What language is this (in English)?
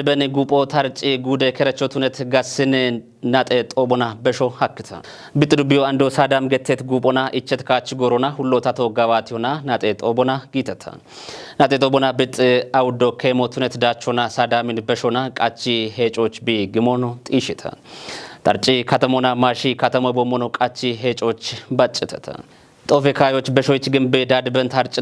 Kafa